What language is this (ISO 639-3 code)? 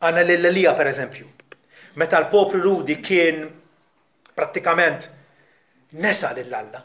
mlt